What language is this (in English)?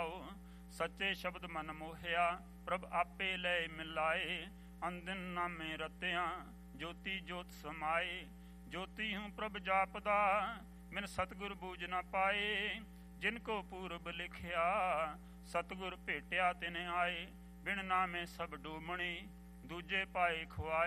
Punjabi